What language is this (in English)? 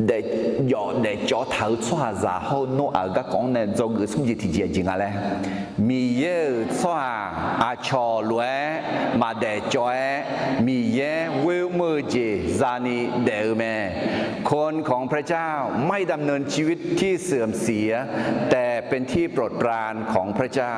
Akha